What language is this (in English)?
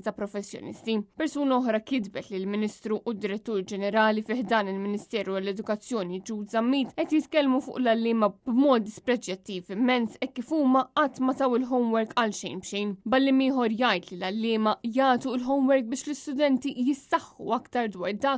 Maltese